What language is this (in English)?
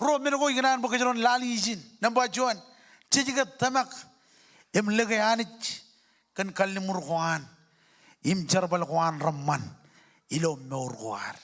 Marshallese